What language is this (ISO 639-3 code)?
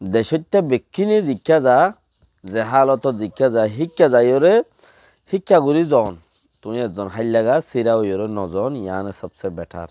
rhg